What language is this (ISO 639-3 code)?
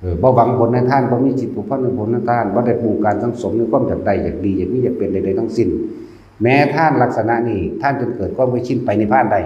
tts